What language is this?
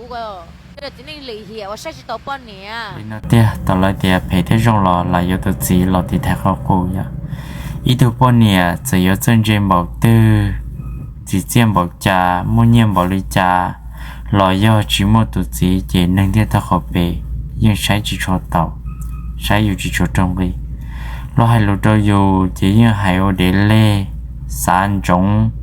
Hmong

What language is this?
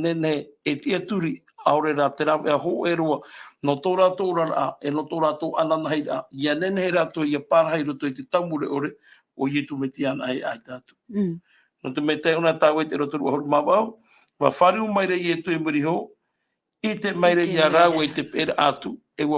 Tahitian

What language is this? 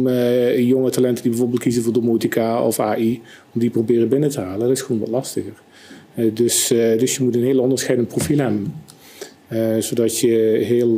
Dutch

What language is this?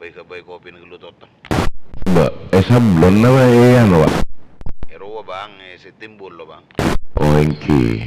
Madurese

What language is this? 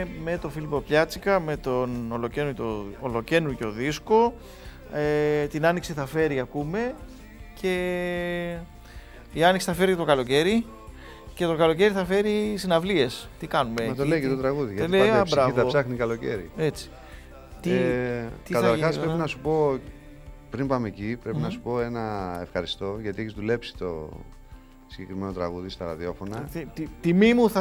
Greek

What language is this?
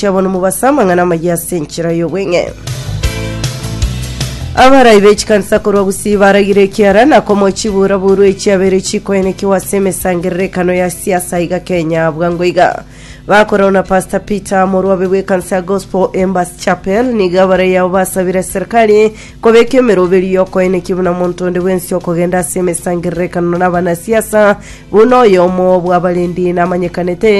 Gusii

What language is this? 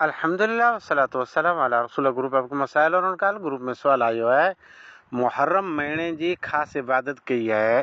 Sindhi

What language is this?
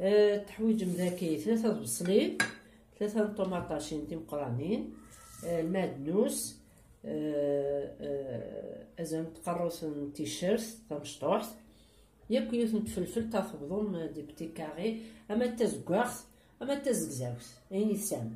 Kabyle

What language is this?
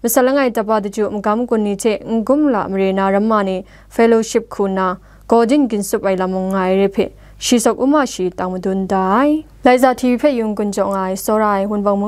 Kachin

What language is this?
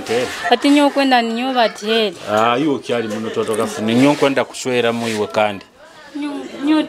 Nyoro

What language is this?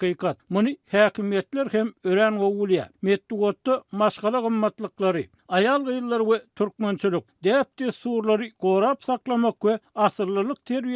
Turkmen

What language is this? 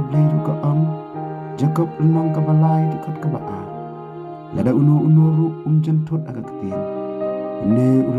Khasi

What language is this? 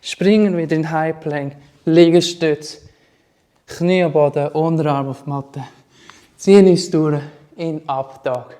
Swiss German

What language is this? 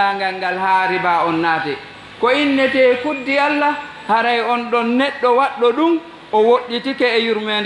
Fula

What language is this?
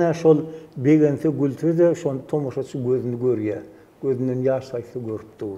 Turkmen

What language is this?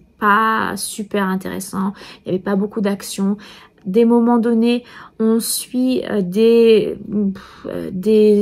French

